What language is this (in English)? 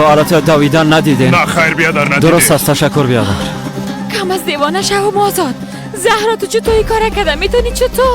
Persian